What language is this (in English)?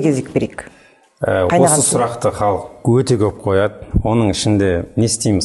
Kazakh